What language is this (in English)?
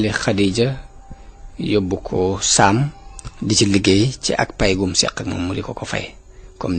Wolof